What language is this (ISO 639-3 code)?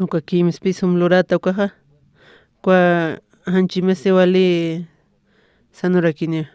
aym